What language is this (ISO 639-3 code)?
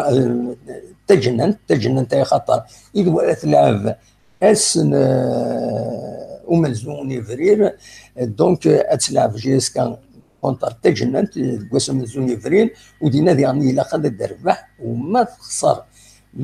kab